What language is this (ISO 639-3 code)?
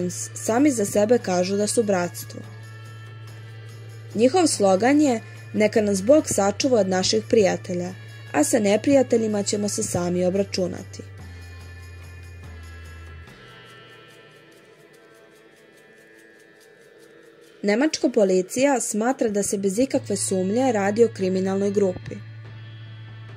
srp